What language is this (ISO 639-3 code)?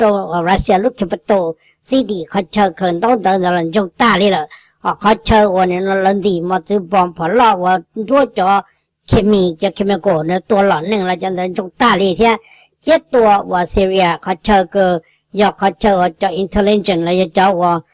hmn